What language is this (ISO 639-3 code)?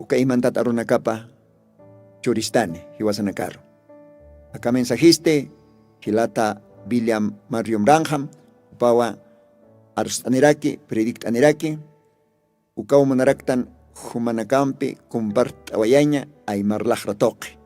aym